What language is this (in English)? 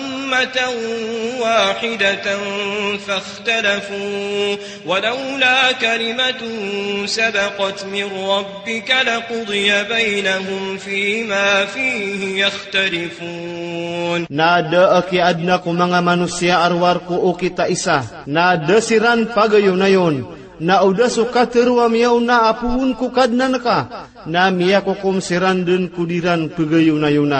Maranao